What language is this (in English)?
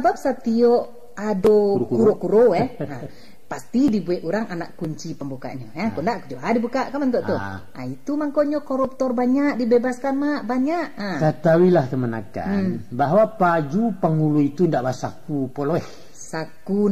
Minangkabau